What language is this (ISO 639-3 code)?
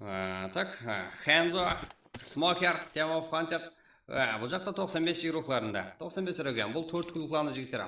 kaa